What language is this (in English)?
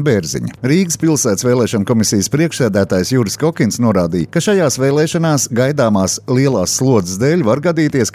Latvian